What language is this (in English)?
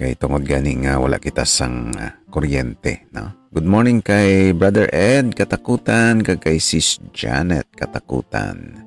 Hiligaynon